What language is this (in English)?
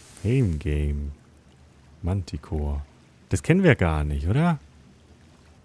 German